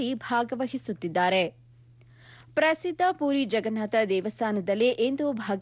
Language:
Kannada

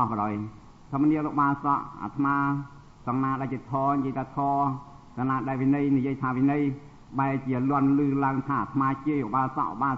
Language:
Khmer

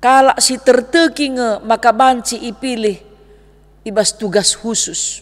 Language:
Batak Karo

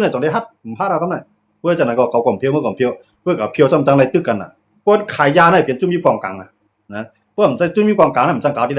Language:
Shan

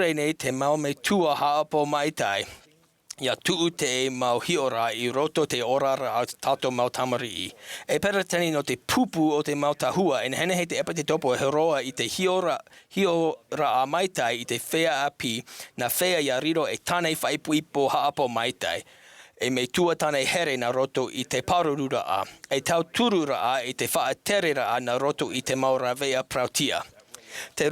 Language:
Tahitian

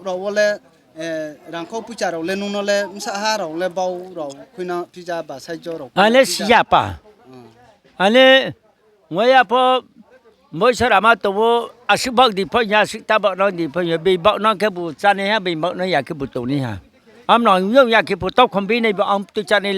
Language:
Riang (India)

